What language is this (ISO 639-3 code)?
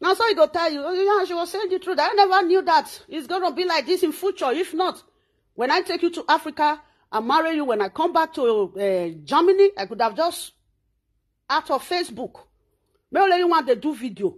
pcm